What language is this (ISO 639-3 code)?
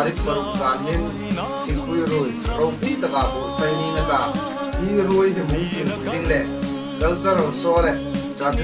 hmr